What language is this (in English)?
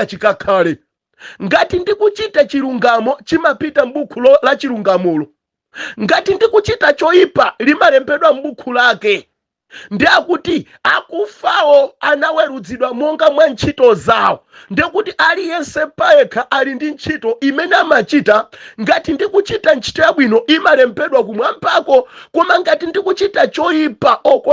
Nyanja